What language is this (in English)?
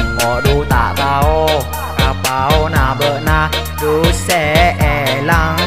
Madurese